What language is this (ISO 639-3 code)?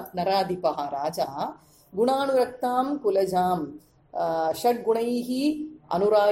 san